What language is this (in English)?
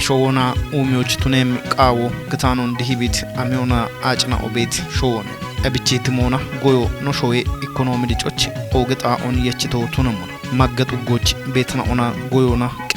Kafa